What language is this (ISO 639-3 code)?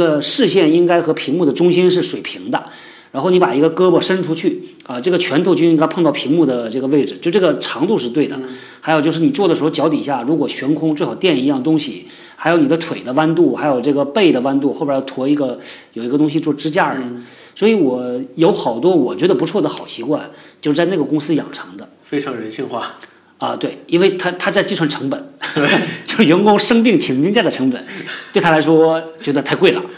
zho